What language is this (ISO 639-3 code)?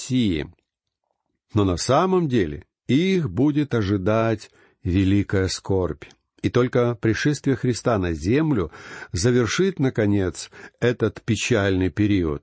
rus